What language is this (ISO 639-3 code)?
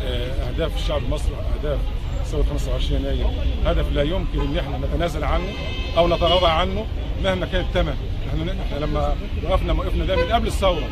arz